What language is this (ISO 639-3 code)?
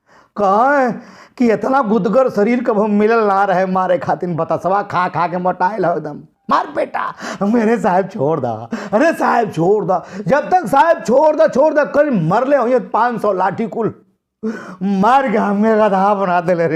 bho